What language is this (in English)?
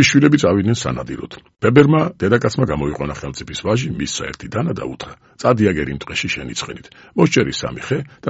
Georgian